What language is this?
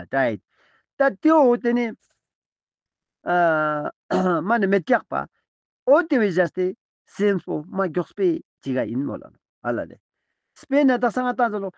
Ladakhi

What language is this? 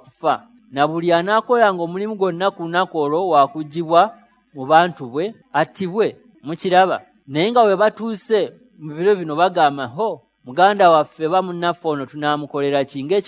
Ganda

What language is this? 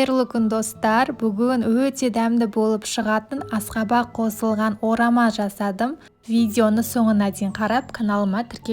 Kazakh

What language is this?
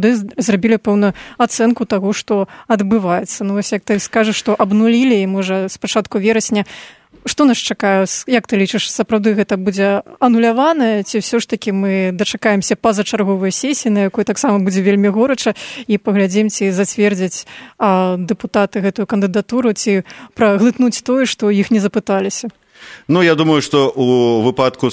Belarusian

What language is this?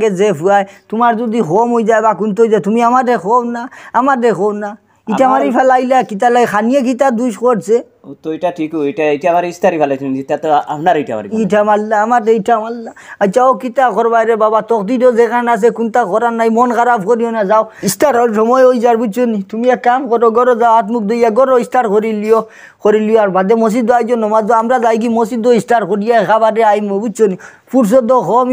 Sylheti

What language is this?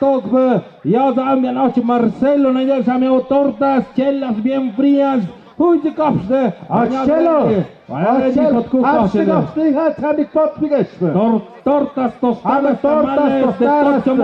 Tlahuitoltepec Mixe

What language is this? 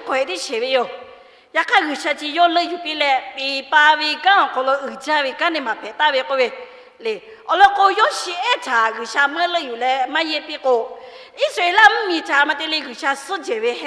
Lahu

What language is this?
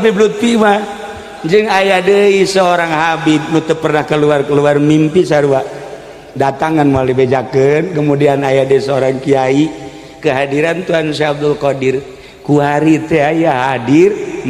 Sundanese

